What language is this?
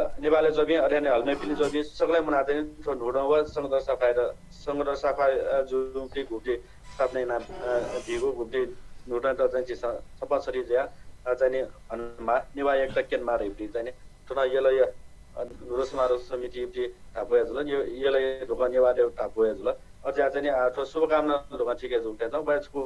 Newari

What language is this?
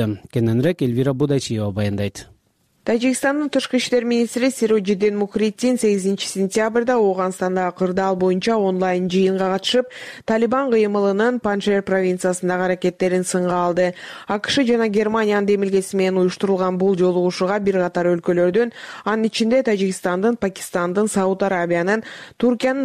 Kyrgyz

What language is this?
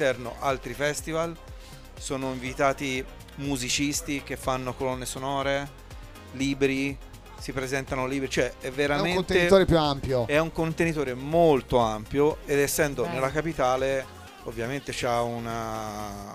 Italian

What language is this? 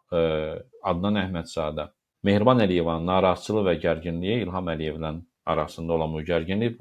Azerbaijani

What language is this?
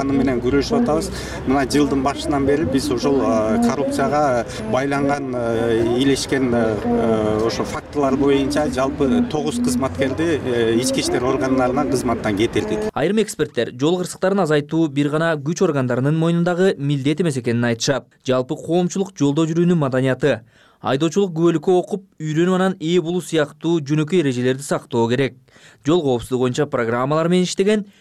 Kyrgyz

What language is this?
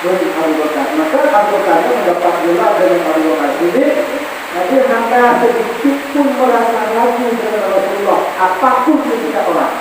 Achinese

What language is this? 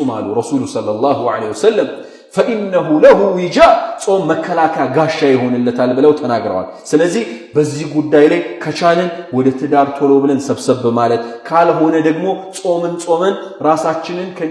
Amharic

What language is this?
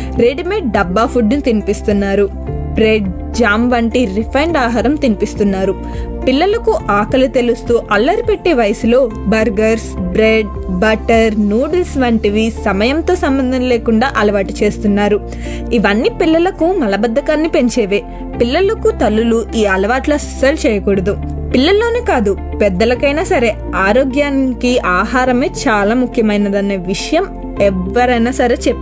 Telugu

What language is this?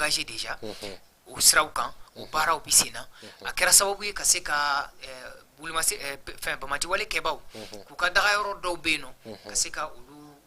Bambara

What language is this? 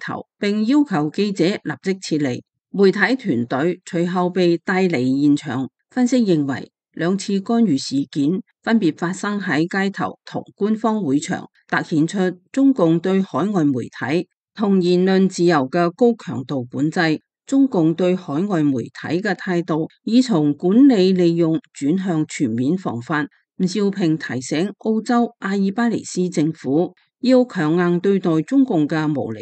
Cantonese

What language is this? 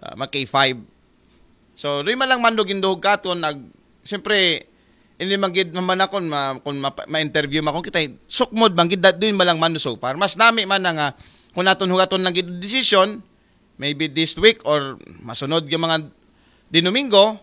Aklanon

